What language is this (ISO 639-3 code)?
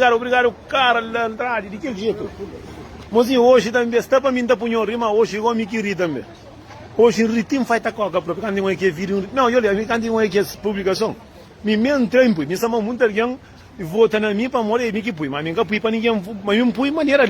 kea